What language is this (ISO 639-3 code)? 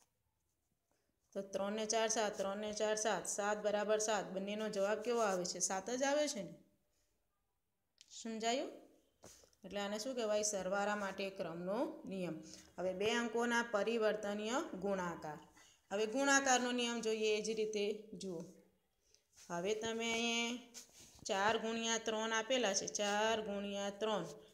guj